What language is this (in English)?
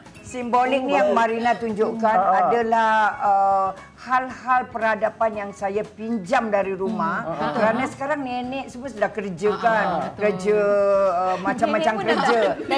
Malay